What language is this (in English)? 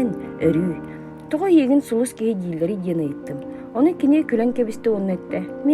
Yakut